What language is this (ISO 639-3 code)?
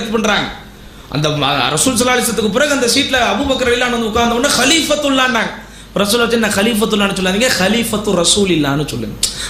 tam